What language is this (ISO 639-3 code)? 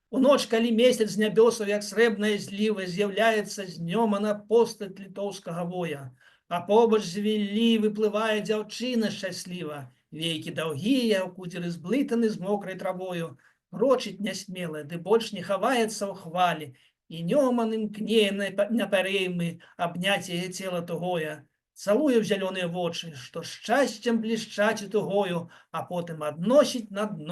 bel